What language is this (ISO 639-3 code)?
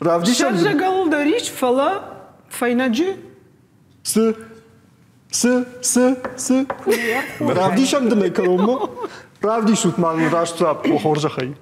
oss